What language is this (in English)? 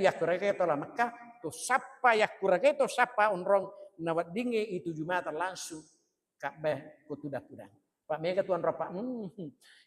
Buginese